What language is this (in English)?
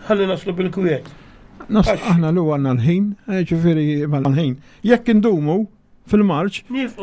Maltese